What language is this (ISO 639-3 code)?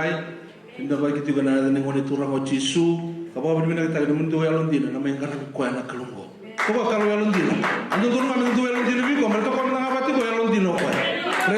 fij